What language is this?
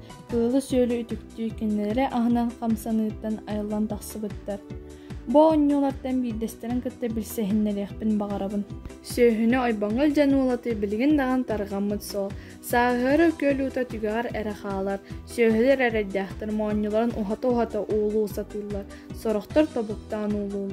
Yakut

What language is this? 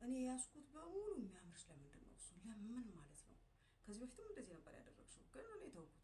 Amharic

